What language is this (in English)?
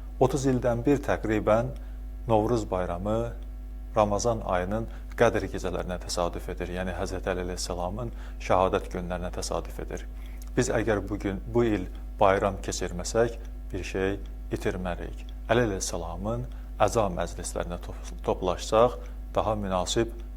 Azerbaijani